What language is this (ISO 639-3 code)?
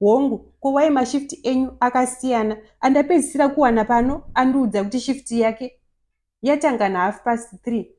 sna